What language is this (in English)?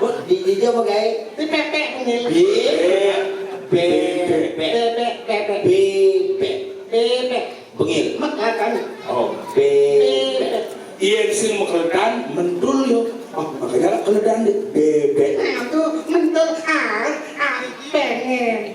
Balinese